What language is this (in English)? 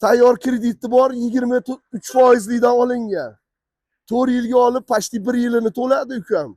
Uzbek